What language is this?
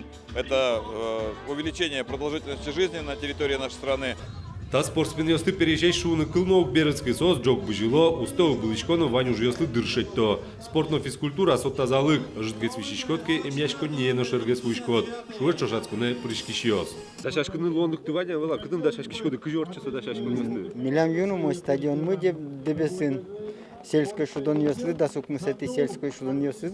Udmurt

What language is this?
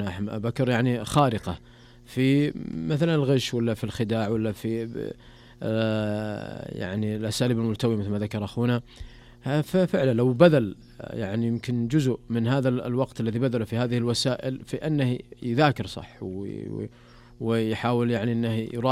Najdi Arabic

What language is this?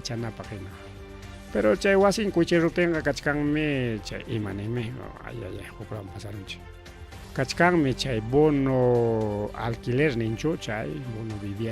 Ayacucho Quechua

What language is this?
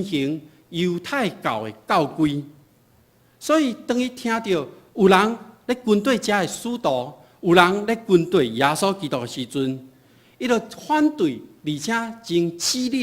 Min Nan Chinese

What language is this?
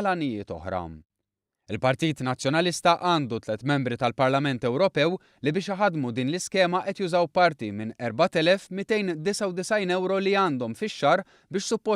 Maltese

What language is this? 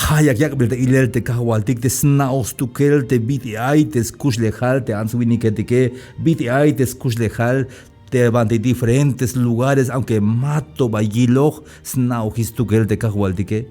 Tzeltal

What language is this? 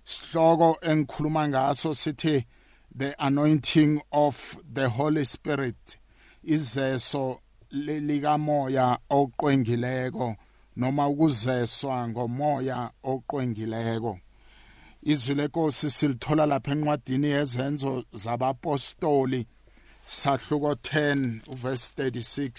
South Ndebele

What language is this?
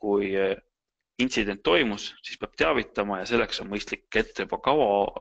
Estonian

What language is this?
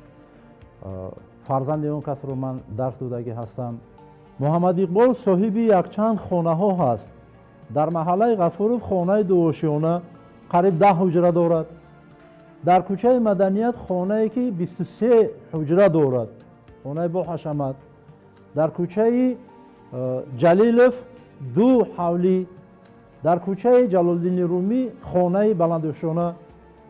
Tajik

